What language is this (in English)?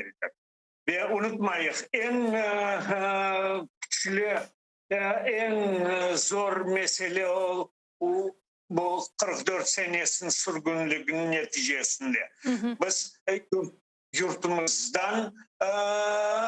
Crimean Tatar